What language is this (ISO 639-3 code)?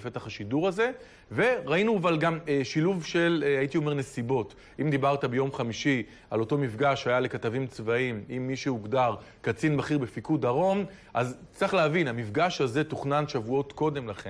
heb